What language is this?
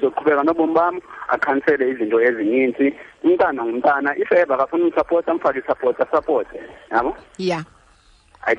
Xhosa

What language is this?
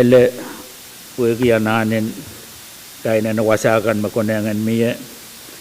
Pohnpeian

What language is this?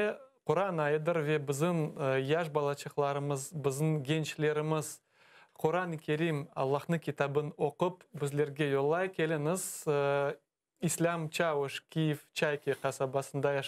Crimean Tatar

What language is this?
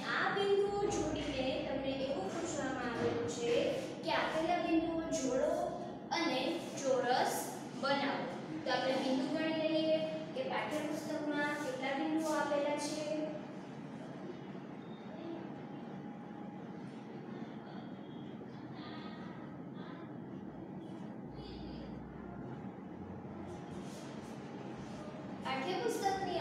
Gujarati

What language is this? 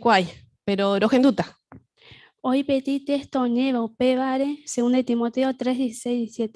Guarani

